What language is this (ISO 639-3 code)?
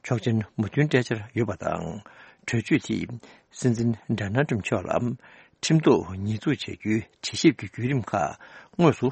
bod